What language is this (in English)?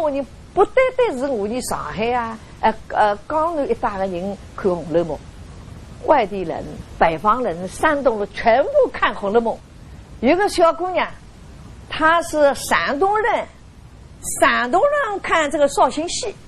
Wu Chinese